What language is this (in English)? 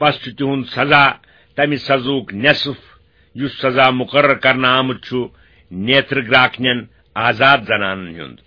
Kashmiri